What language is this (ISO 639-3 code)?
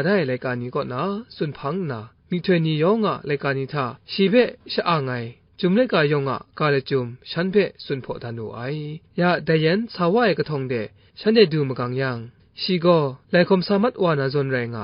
kac